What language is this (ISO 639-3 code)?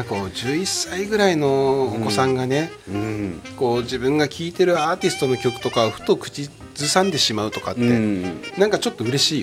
jpn